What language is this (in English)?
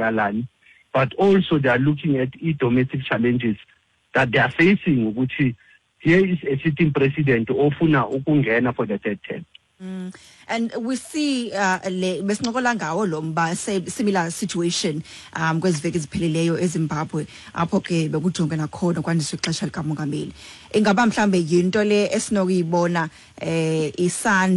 Xhosa